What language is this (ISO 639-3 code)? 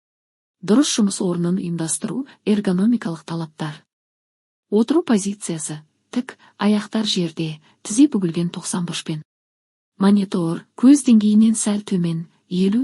kaz